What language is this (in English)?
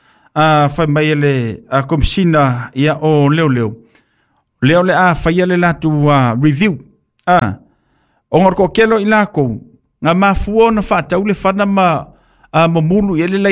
Samoan